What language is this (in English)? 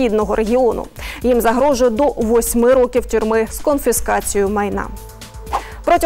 Ukrainian